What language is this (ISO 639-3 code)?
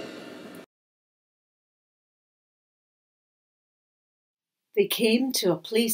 eng